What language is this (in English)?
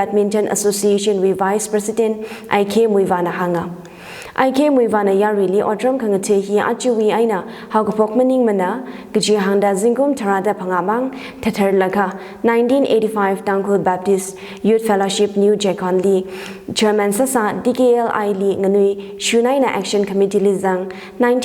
Tangkhul Naga (India)